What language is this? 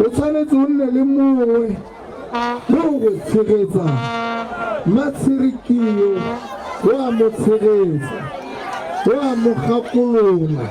Tswana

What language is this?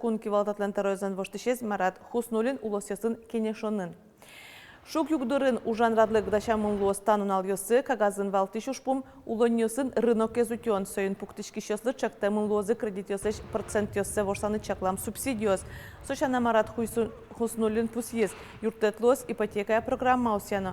Udmurt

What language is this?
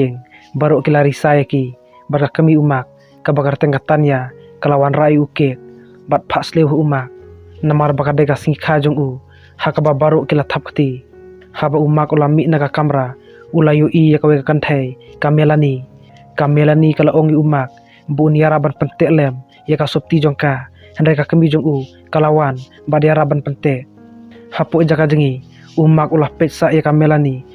Khasi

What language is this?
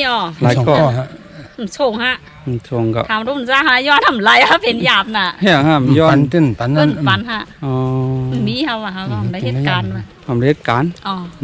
Shan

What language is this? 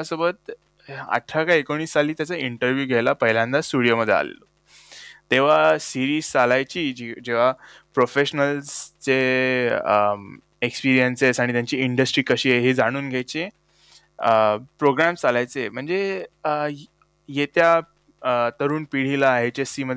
Marathi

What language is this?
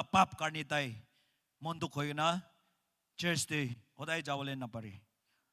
Naga Pidgin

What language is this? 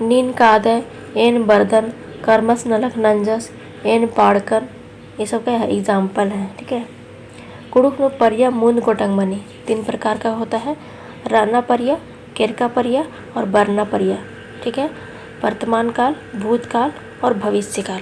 Kurukh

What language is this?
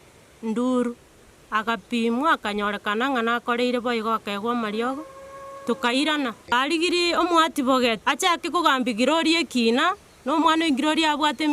Gusii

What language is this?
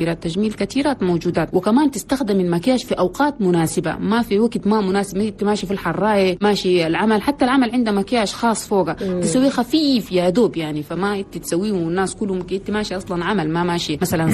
Chadian Arabic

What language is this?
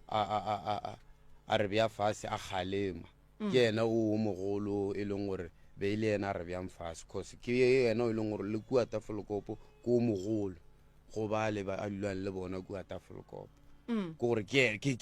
Northern Sotho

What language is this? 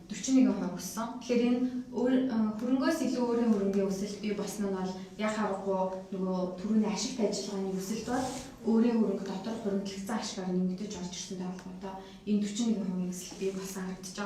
Mongolian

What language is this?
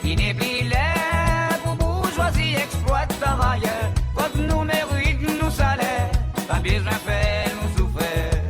Seselwa Creole French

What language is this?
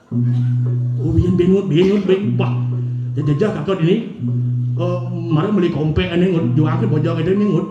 Balinese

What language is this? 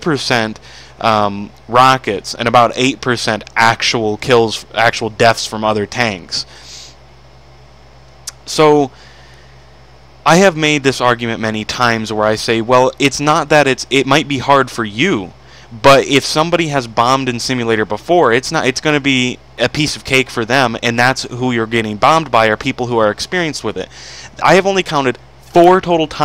English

